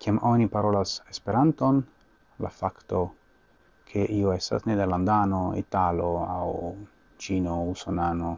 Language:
Esperanto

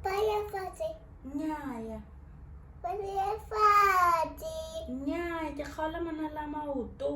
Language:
Tswana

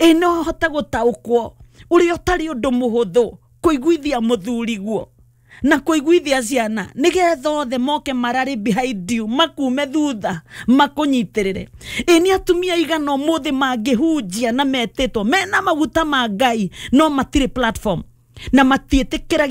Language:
Kikuyu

